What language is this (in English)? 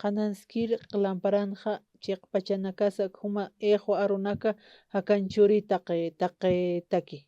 Aymara